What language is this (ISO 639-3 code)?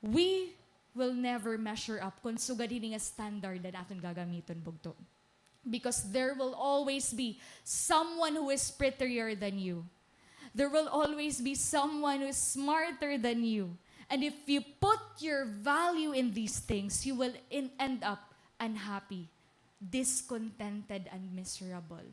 war